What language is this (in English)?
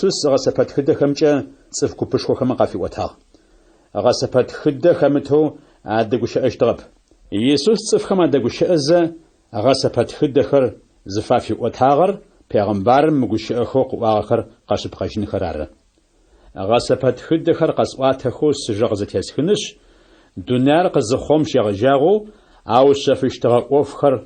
Adyghe